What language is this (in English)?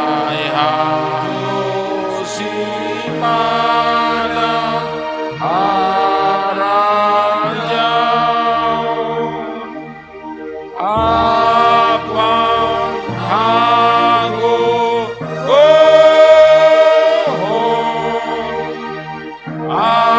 Batak Simalungun